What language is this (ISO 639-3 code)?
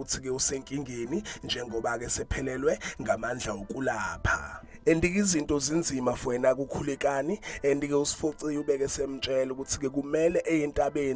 zul